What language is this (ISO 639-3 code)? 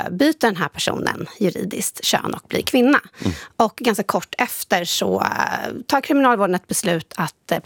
swe